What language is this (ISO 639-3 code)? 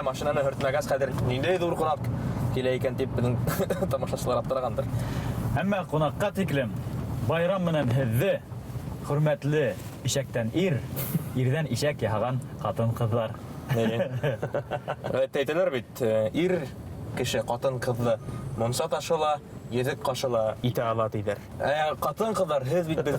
bak